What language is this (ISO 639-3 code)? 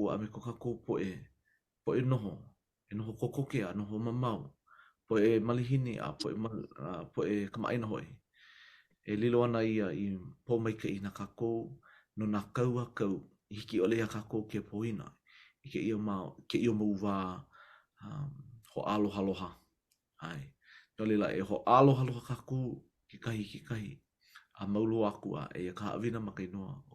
haw